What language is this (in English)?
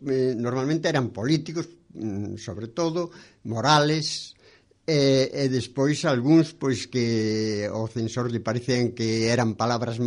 Galician